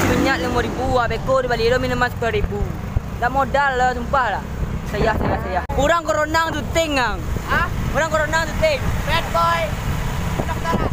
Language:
Minangkabau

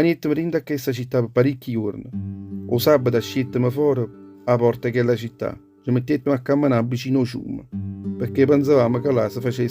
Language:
Neapolitan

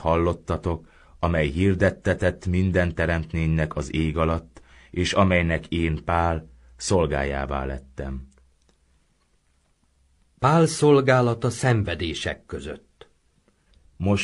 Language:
Hungarian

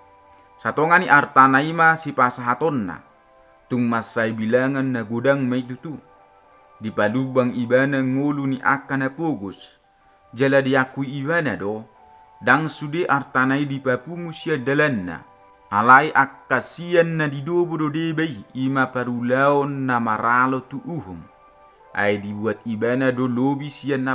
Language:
Batak Toba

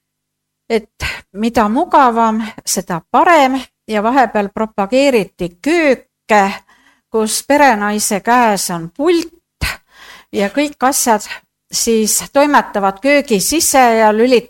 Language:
Estonian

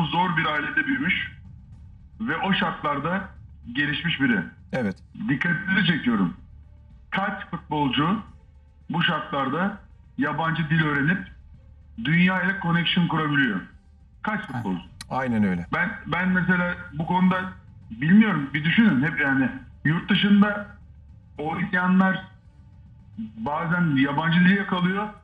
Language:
Turkish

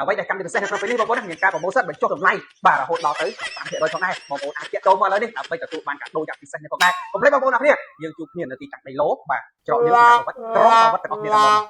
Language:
Khmer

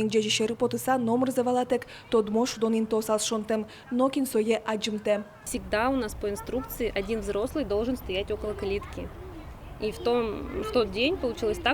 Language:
Udmurt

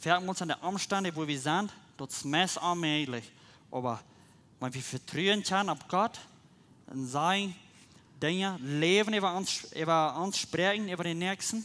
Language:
Plautdietsch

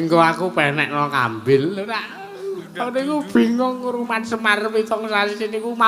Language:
Javanese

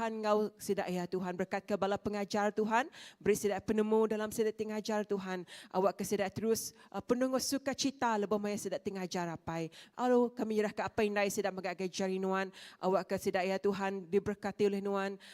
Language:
Iban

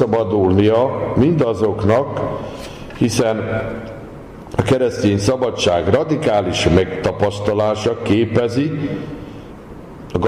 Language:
Hungarian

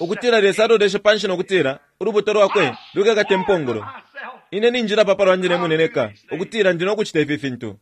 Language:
Bemba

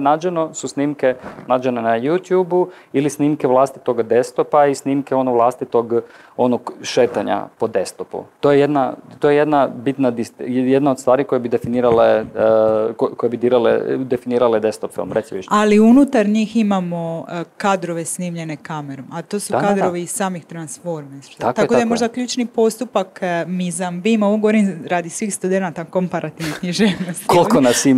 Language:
Croatian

